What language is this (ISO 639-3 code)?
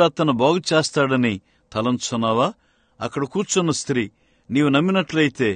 tel